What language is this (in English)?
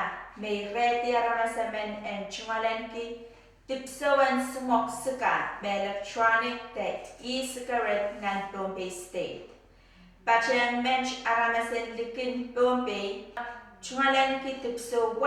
Pohnpeian